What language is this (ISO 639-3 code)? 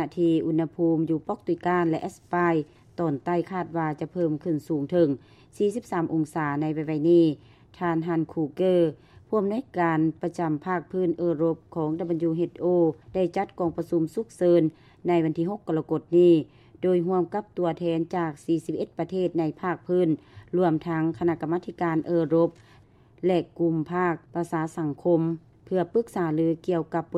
lao